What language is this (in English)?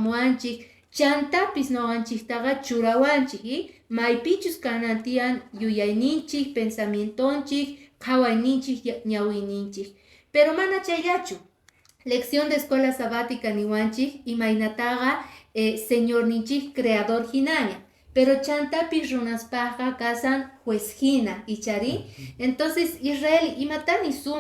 Quechua